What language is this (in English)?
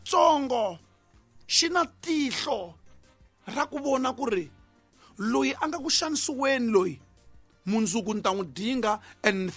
Tsonga